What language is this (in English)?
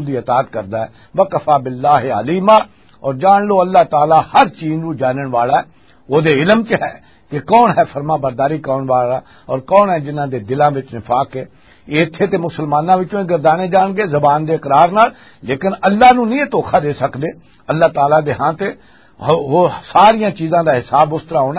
Western Panjabi